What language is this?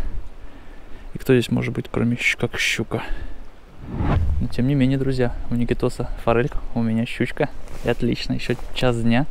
Russian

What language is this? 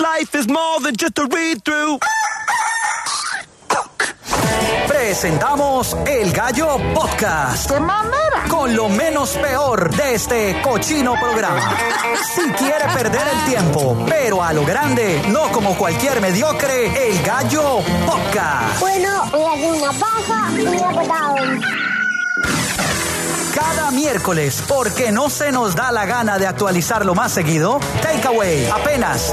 Spanish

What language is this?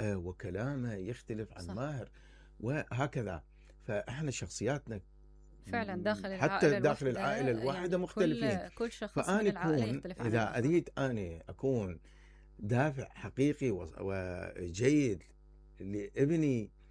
Mesopotamian Arabic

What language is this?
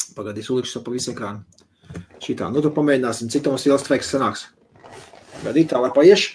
Latvian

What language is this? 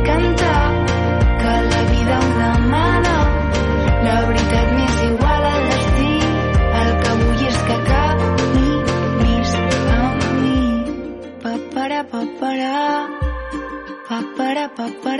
Catalan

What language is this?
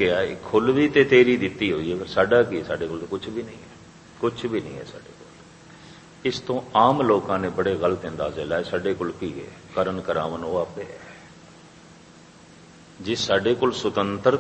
Punjabi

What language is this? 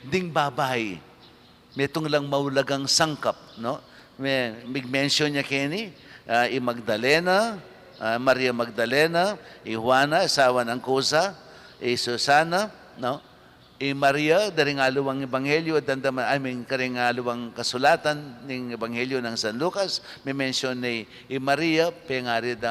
Pampanga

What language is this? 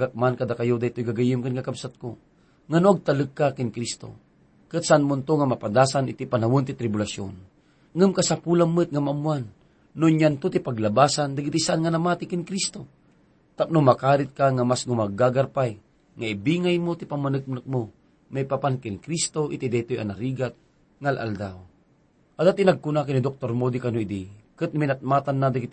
Iloko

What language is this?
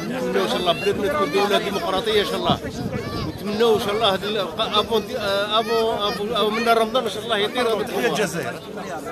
Algerian Arabic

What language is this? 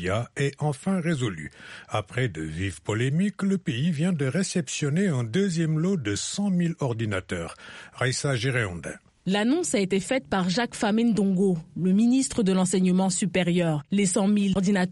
French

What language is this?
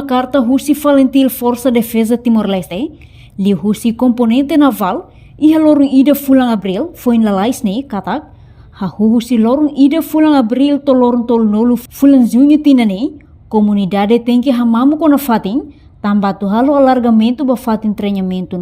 Tetum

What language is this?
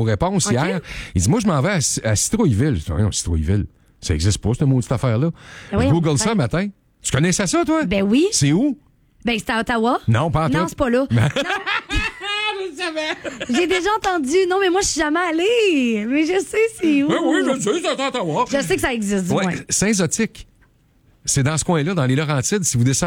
French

